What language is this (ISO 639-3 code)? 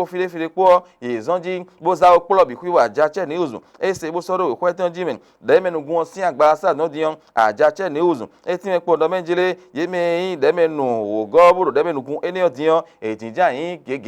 fon